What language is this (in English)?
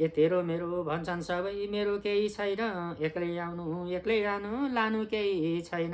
Nepali